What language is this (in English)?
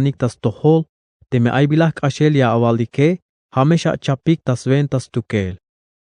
Tzeltal